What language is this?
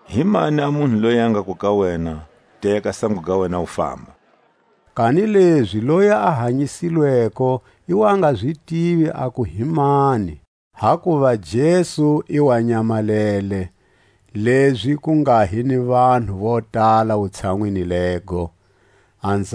Tswa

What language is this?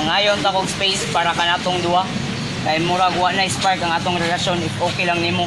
Cebuano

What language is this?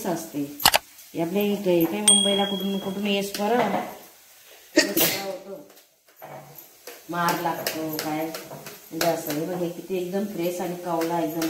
Marathi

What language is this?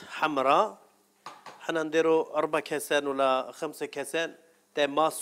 Algerian Arabic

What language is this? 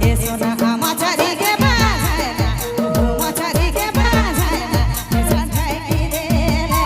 Sadri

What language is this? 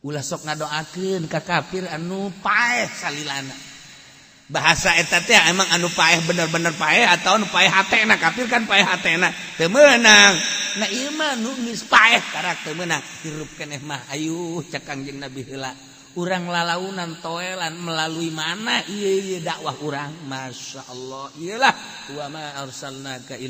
Sundanese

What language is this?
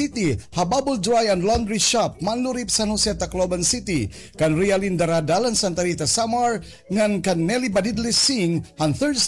Waray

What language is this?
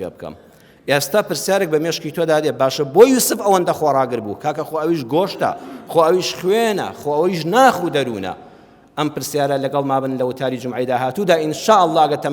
Central Kurdish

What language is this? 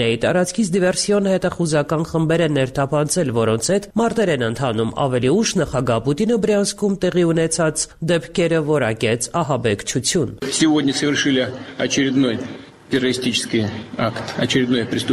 Armenian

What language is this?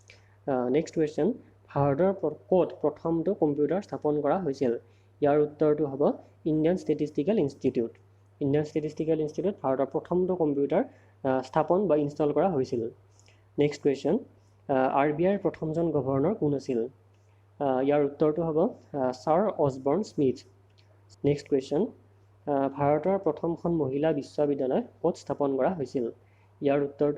Assamese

